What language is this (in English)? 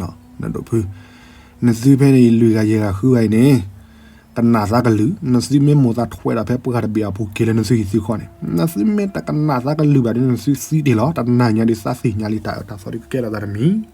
S'gaw Karen